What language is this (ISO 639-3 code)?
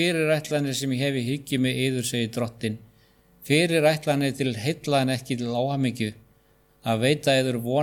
isl